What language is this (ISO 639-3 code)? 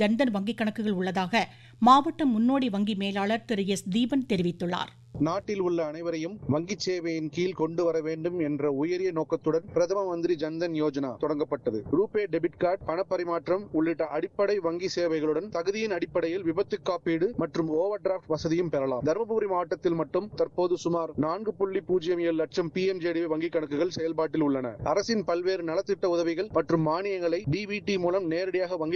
tam